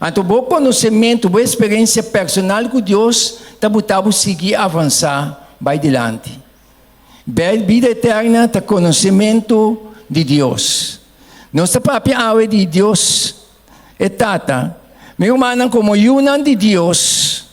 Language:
Papiamento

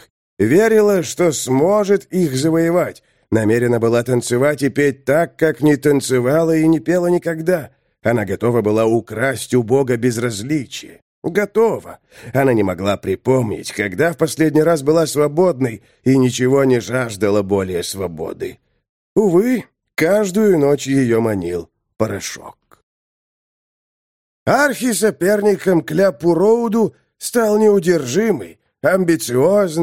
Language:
Russian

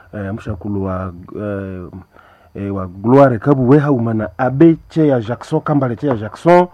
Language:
Nande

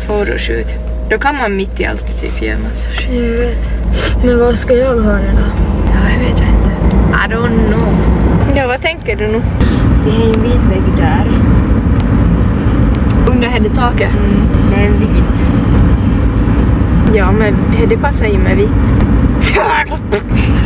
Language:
Swedish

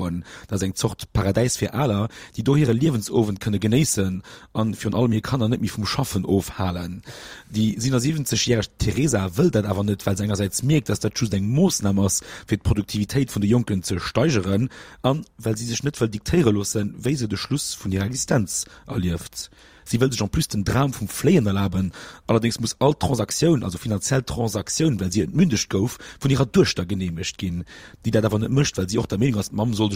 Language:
Luxembourgish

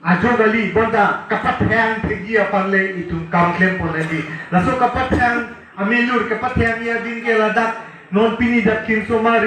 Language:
Karbi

